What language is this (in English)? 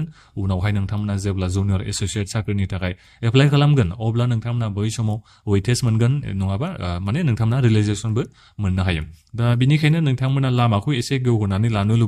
Bodo